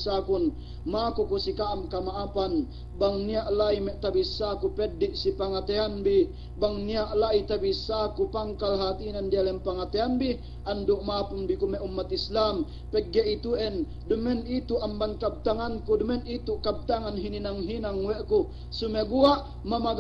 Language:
Yakan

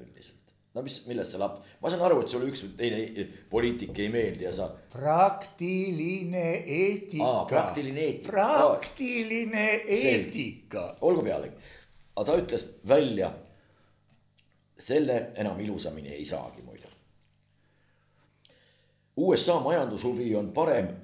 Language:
Estonian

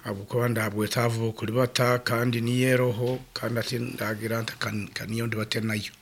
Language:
Nyoro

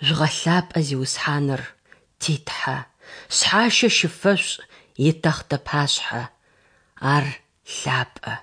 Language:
Adyghe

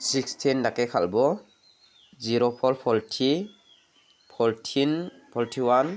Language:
Garo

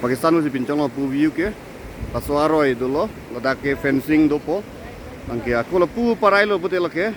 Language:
Karbi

